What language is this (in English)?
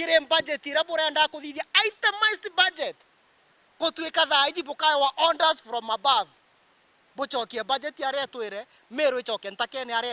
Meru